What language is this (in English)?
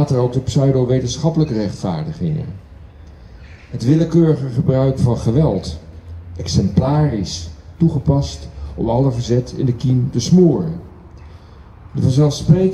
Dutch